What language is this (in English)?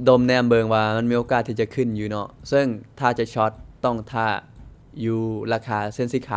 Lao